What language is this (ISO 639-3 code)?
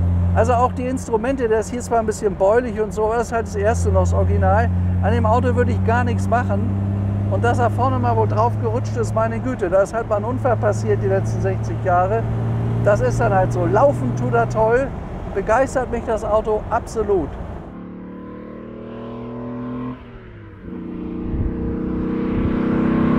deu